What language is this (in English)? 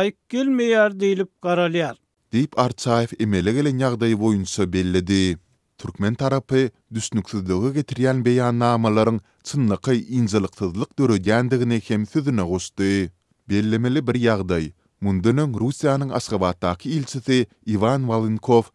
Turkmen